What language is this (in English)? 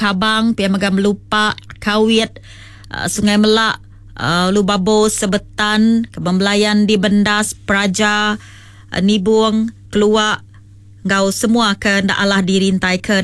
Iban